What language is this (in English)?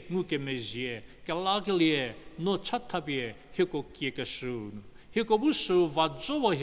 Angami Naga